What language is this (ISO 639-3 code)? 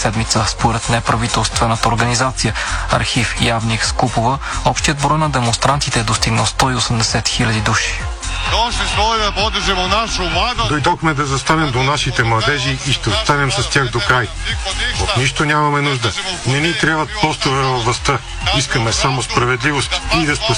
bul